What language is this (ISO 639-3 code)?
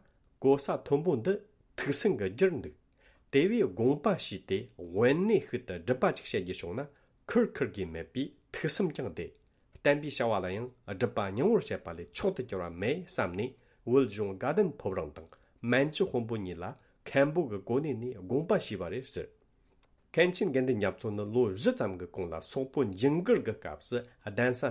bod